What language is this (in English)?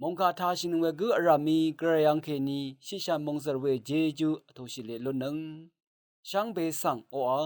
Rawang